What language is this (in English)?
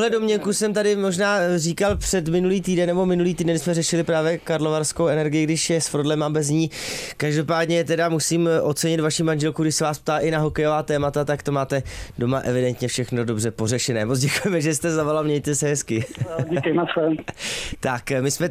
Czech